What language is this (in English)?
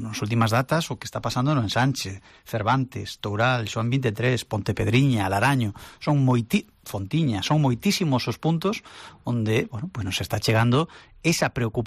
Galician